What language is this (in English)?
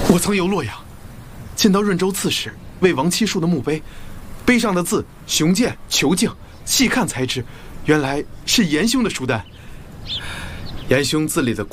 Chinese